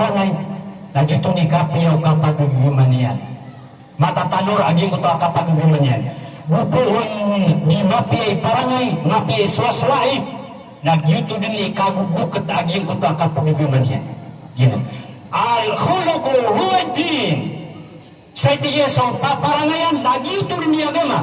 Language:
Maranao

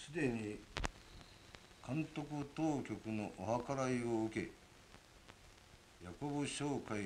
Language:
Japanese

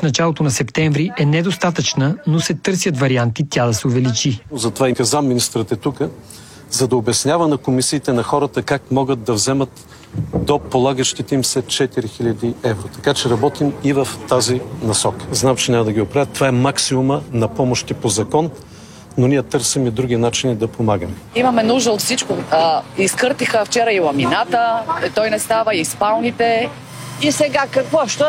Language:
Bulgarian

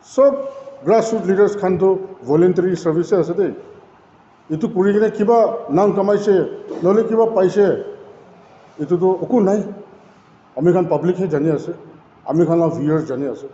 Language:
Naga Pidgin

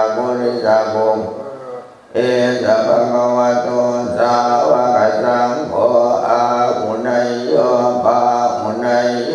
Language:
Pali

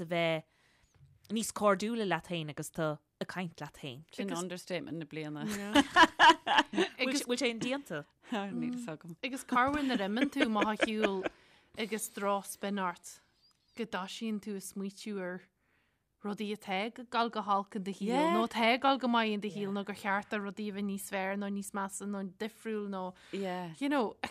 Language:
Irish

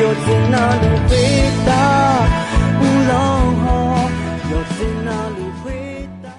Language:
Akha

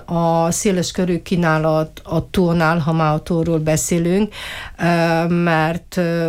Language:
Hungarian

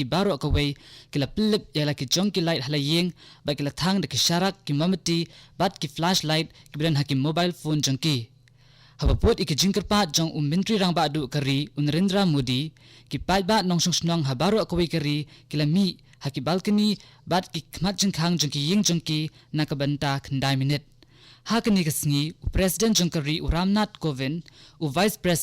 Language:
Khasi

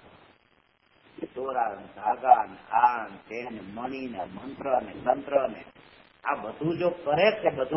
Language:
Gujarati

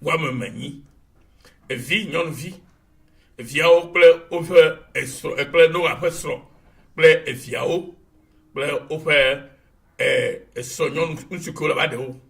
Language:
Ewe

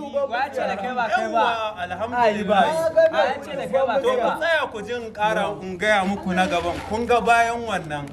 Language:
Hausa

